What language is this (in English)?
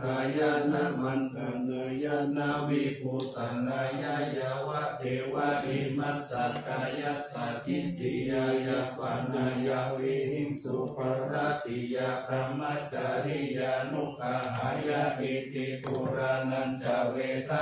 Pali